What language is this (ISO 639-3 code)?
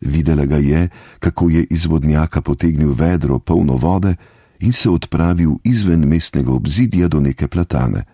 slv